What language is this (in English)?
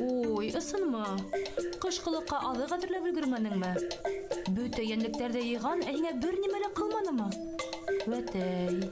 Bashkir